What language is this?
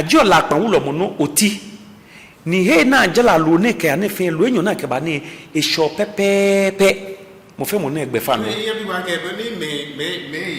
Ga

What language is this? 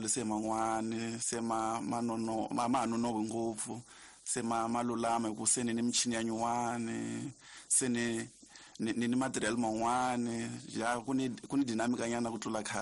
Tsonga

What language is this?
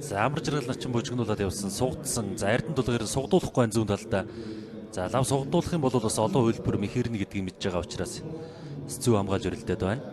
Mongolian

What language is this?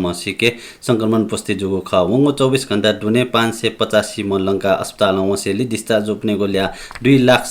Newari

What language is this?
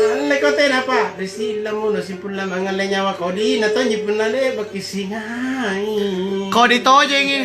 Makasar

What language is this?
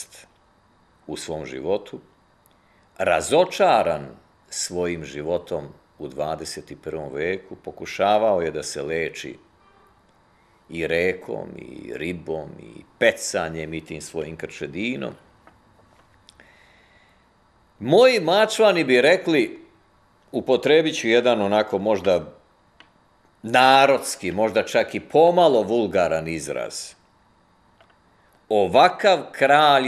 Serbian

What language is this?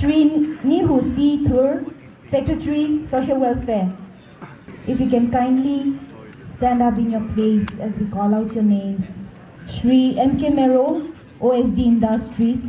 Chokri Naga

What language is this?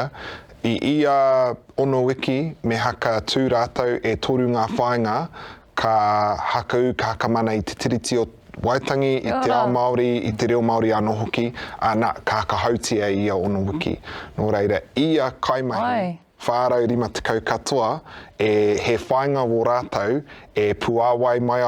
Māori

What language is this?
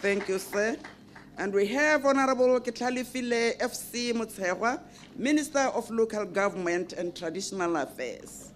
Tswana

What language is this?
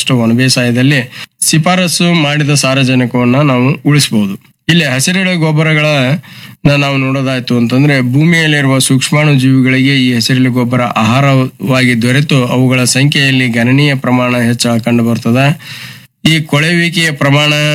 Kannada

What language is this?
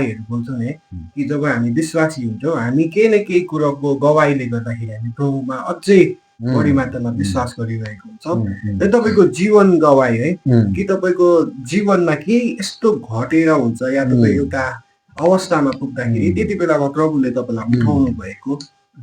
Nepali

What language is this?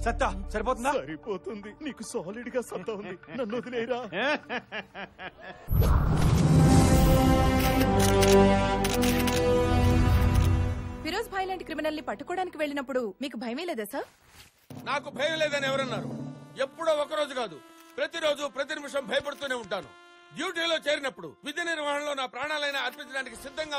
Telugu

